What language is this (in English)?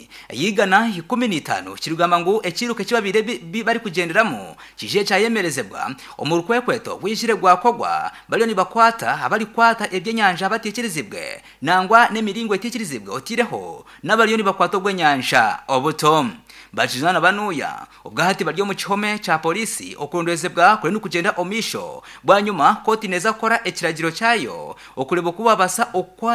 Nyankole